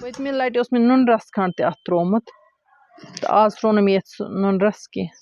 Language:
Kashmiri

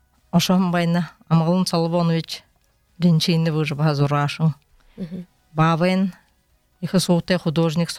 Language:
Buriat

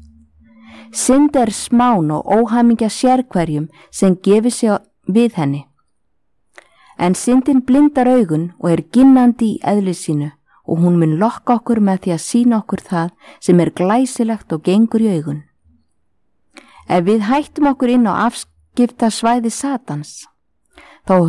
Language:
Icelandic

